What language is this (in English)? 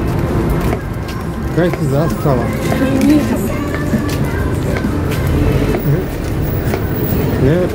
Croatian